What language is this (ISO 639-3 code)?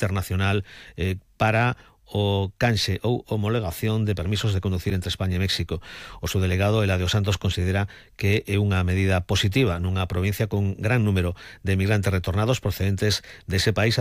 glg